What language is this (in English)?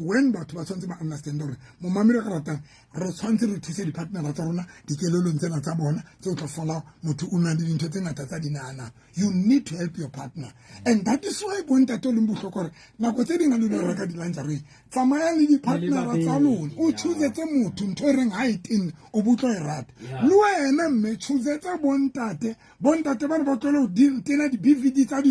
Southern Sotho